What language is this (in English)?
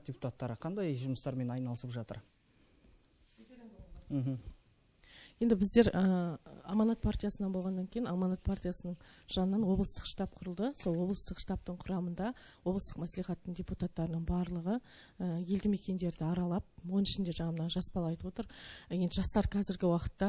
Kazakh